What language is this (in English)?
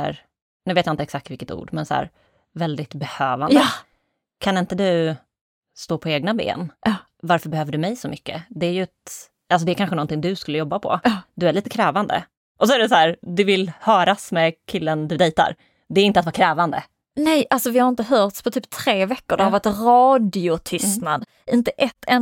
Swedish